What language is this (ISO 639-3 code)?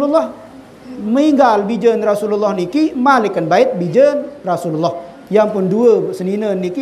sas